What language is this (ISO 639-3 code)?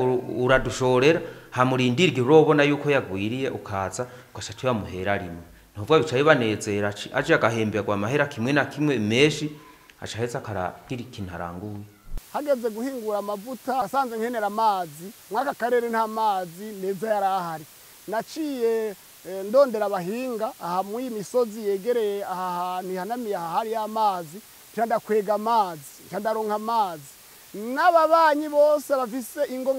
run